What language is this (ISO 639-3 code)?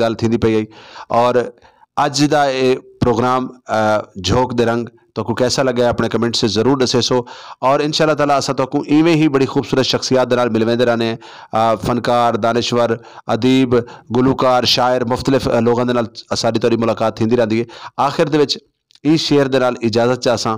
skr